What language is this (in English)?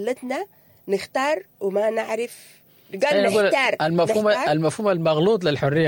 Sudanese Arabic